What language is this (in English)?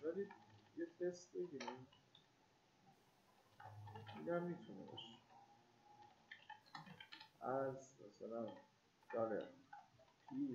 Persian